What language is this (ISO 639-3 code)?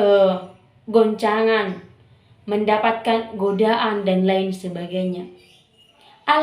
bbc